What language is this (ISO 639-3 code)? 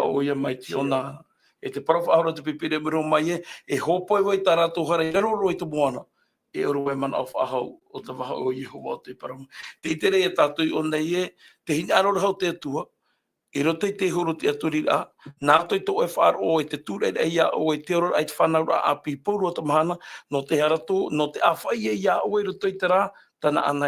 tah